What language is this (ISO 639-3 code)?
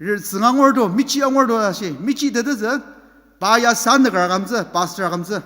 njo